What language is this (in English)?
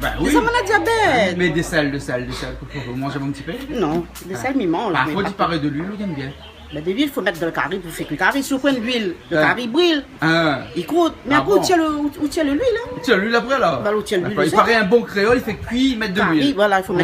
Réunion Creole French